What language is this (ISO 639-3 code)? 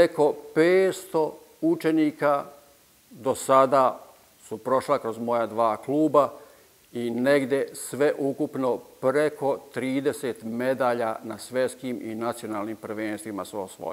srp